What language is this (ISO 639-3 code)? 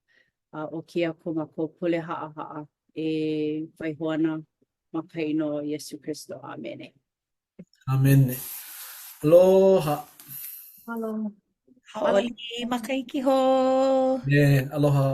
haw